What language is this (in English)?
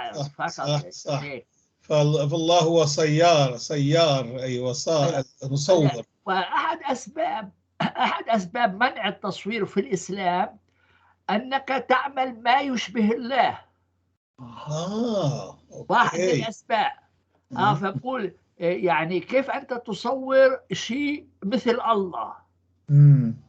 North Levantine Arabic